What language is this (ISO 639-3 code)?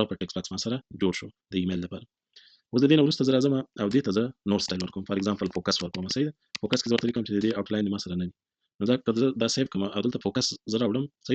pus